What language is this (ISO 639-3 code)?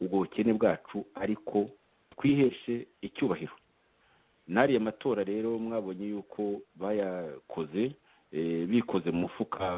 kin